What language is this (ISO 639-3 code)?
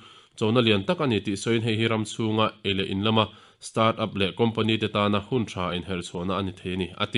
lus